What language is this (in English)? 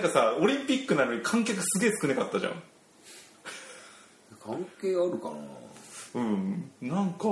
Japanese